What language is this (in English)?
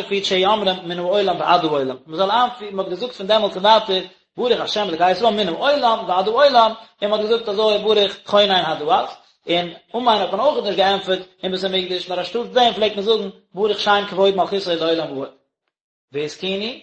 Yiddish